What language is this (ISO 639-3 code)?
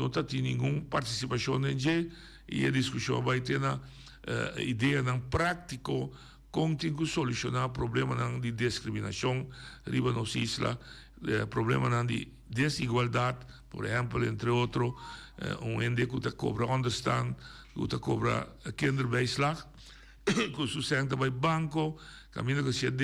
pap